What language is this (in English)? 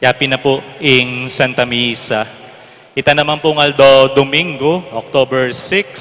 Pampanga